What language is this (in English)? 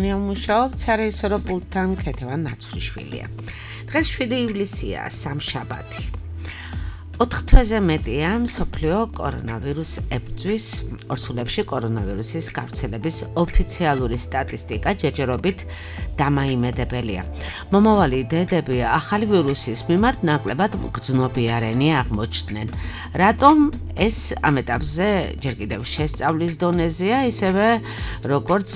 Georgian